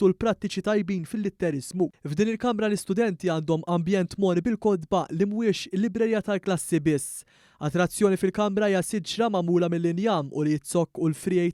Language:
Maltese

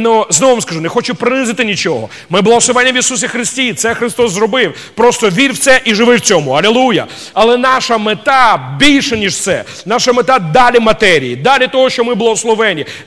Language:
Ukrainian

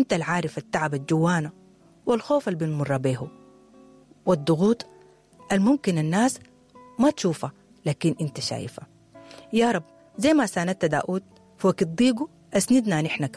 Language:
Sudanese Arabic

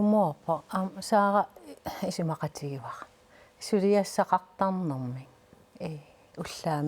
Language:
Kalaallisut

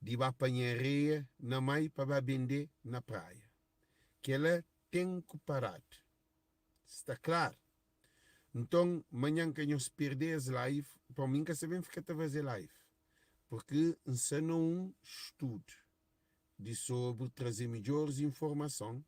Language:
Kabuverdianu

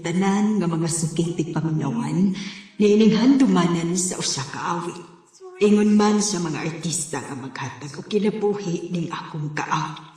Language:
Cebuano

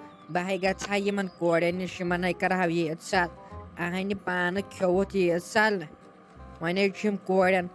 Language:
Kashmiri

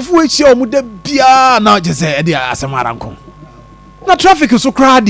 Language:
Akan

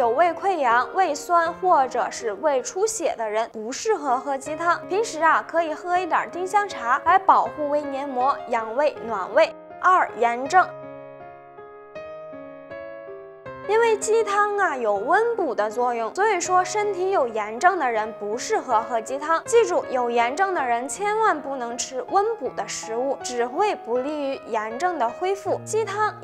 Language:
Chinese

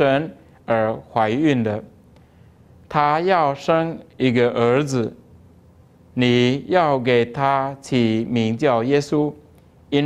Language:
Chinese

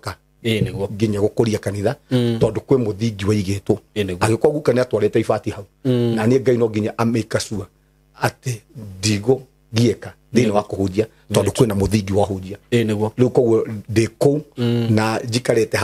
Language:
Kikuyu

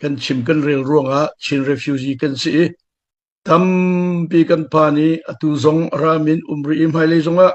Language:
Hakha Chin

